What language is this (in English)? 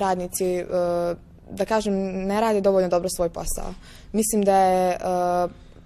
Serbian